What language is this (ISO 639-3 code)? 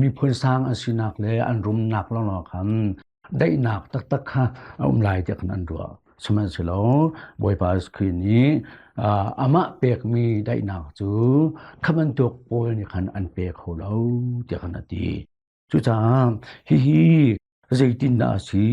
cnh